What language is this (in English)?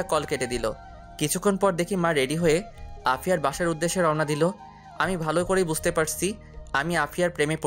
Bangla